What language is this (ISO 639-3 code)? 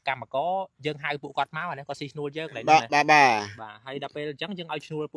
khm